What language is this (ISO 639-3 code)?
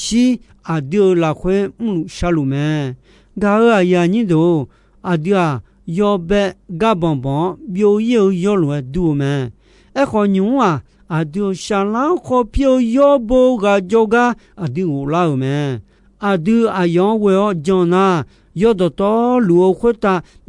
ahk